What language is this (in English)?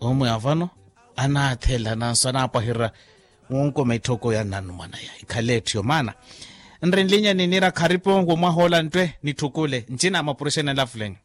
Makhuwa